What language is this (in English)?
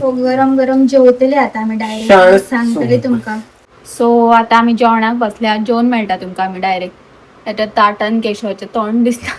Konkani